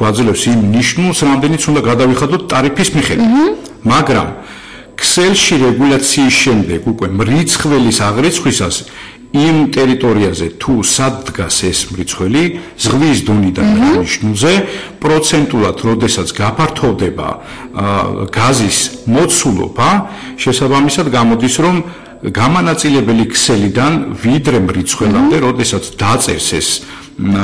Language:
Georgian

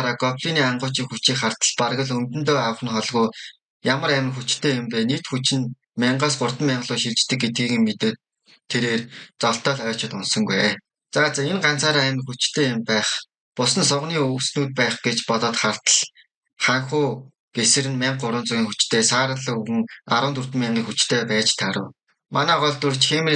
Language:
Mongolian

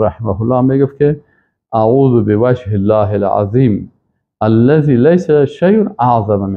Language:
Persian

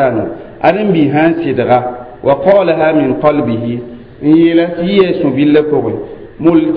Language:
Mossi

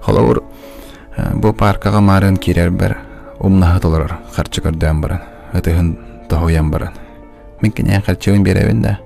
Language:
Yakut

